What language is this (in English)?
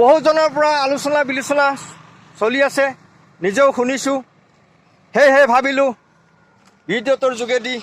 Assamese